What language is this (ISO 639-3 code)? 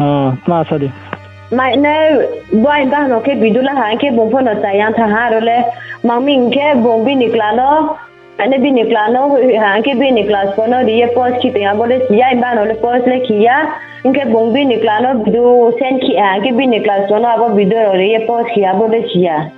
ria